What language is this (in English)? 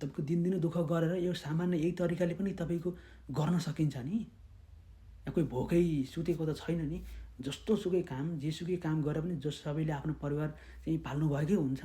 Nepali